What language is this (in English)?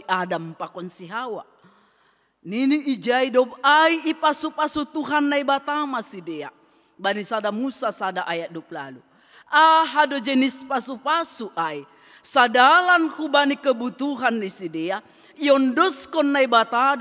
Batak Simalungun